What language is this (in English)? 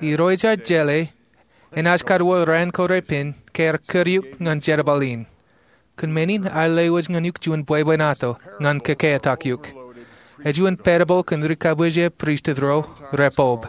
Marshallese